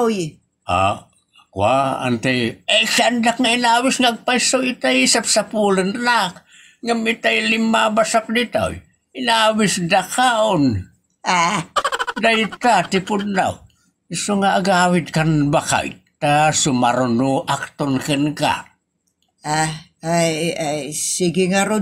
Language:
Iloko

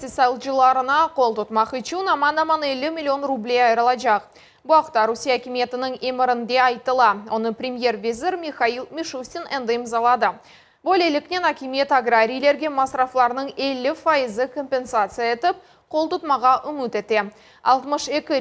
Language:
Crimean Tatar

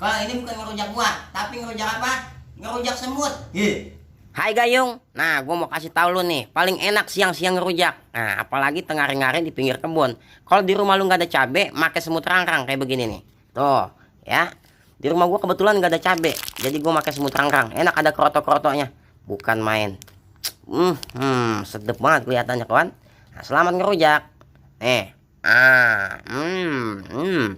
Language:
Betawi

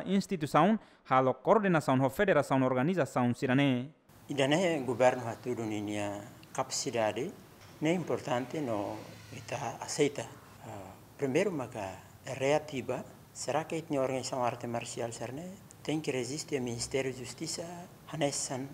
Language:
Tetum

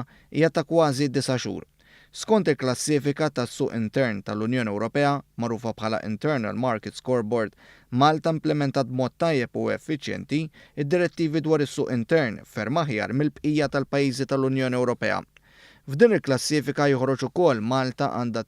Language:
Maltese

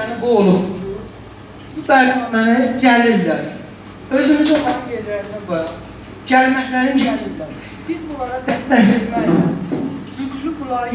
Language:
South Azerbaijani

